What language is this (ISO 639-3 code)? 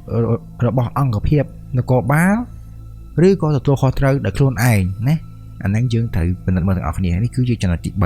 khm